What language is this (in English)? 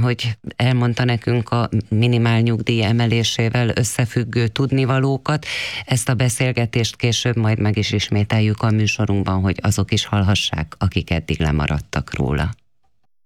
Hungarian